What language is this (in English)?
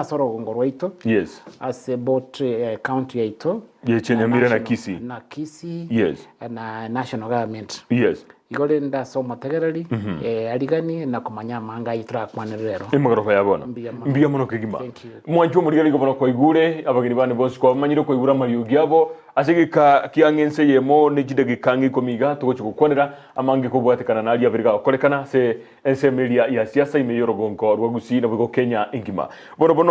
Gusii